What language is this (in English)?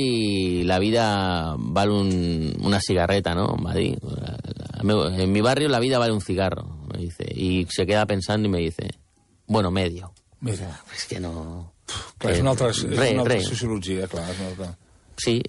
Catalan